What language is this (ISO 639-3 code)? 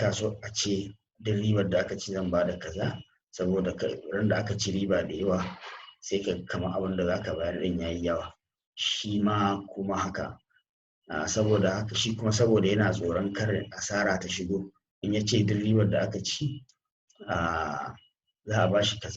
hau